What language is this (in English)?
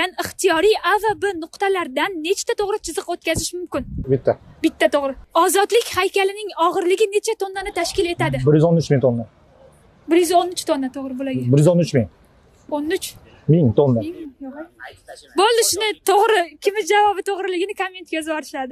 Uzbek